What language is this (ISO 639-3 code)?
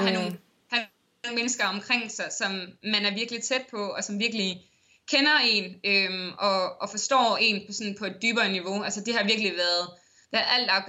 dan